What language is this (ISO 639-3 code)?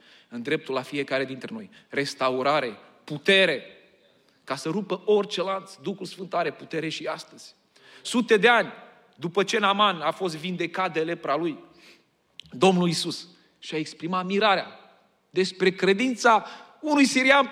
ron